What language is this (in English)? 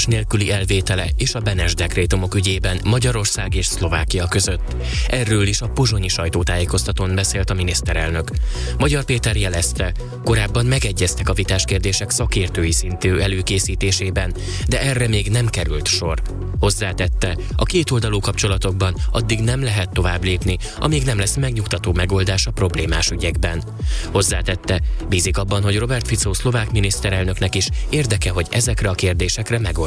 Hungarian